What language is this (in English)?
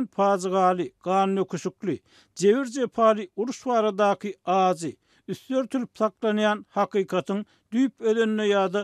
Turkmen